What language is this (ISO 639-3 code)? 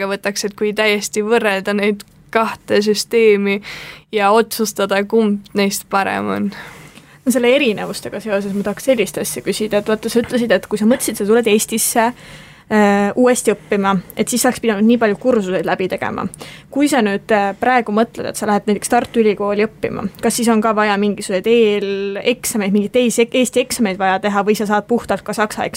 est